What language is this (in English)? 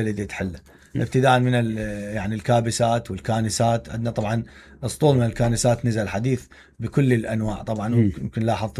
Mesopotamian Arabic